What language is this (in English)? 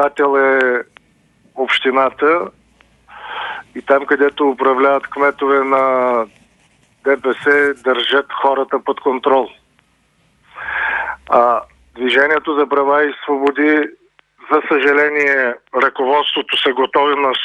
Bulgarian